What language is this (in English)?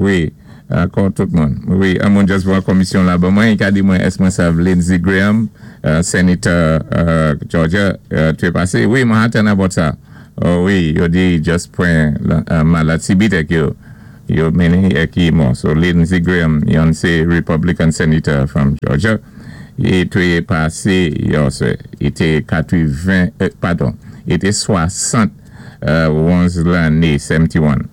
Saint Lucian Creole French